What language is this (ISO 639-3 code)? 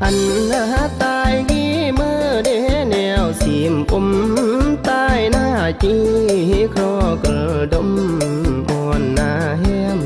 kjg